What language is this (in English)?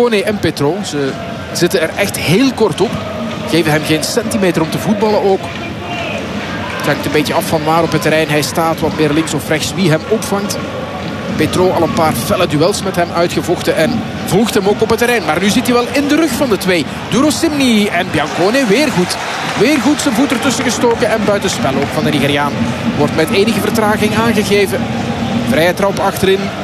Dutch